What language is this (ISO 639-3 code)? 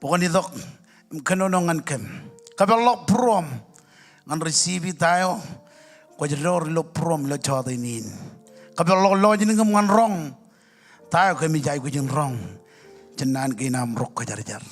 mah